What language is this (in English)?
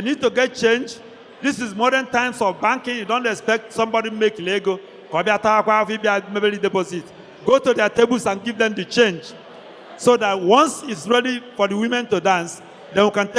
Igbo